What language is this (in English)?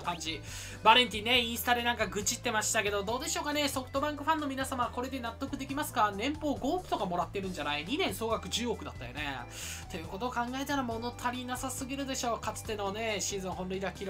Japanese